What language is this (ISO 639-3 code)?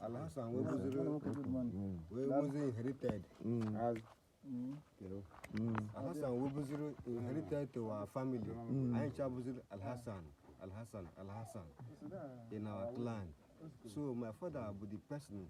ibo